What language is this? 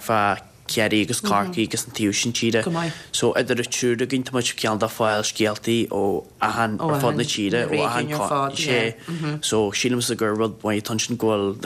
Irish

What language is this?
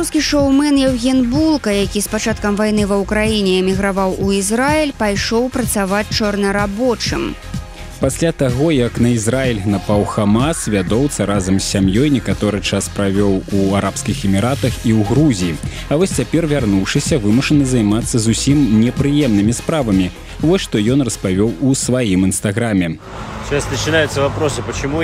Belarusian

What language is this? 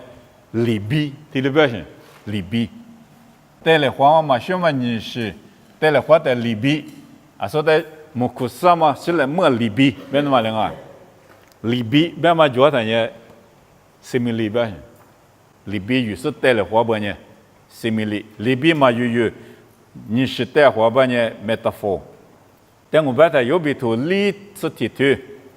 Lisu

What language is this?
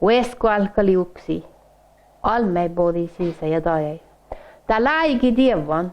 Northern Sami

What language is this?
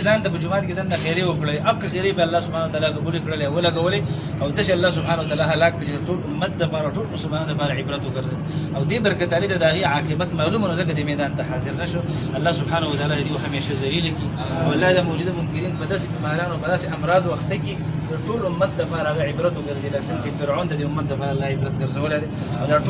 Pashto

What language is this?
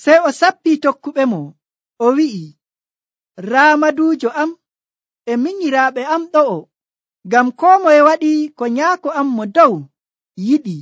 Nigerian Fulfulde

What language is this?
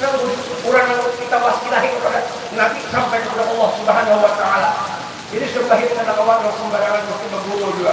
Banjar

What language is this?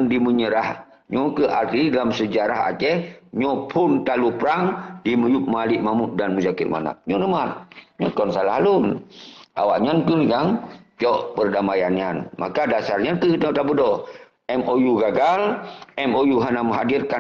Achinese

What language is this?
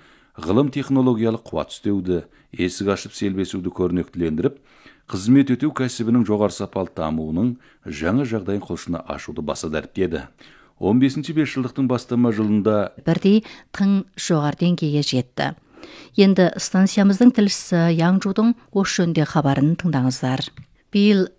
Kazakh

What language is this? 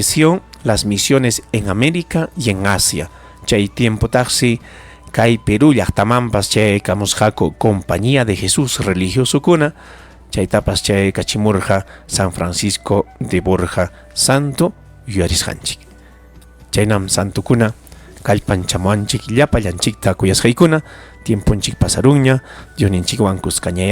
Ayacucho Quechua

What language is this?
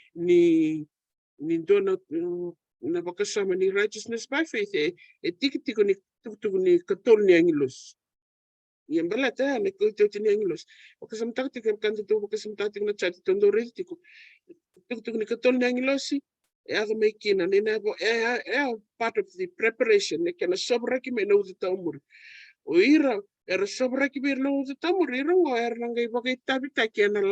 Fijian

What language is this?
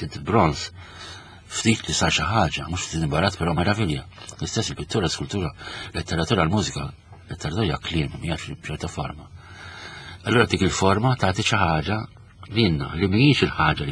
Maltese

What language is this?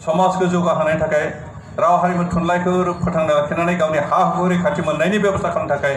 Bodo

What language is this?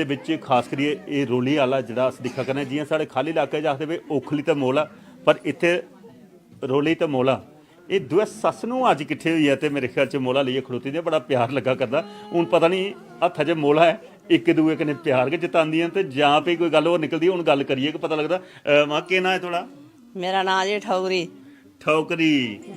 Dogri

